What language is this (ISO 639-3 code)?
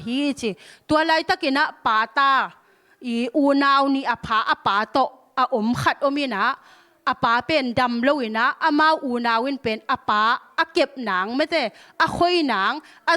ctd